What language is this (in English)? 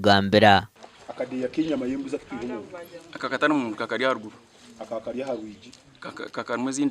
Nyankole